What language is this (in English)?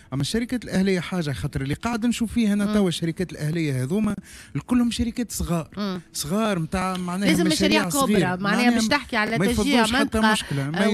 Tunisian Arabic